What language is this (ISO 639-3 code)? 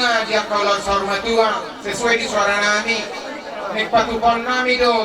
bbc